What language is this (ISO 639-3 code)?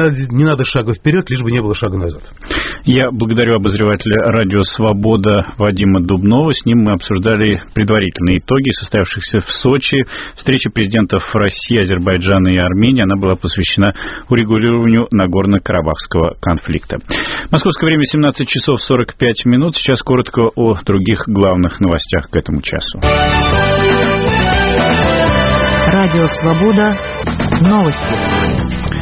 rus